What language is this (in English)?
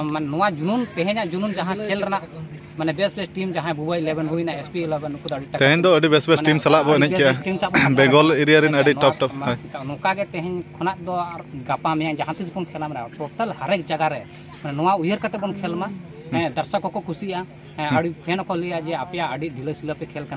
Santali